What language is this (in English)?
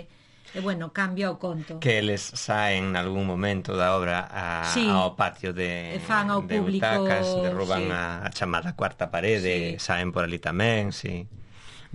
Galician